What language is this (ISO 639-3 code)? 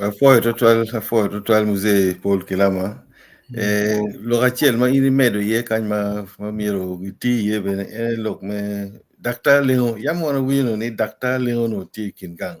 ach